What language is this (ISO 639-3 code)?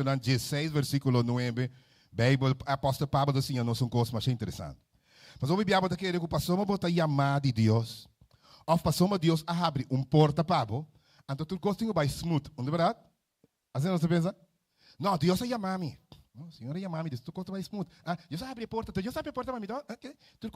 pap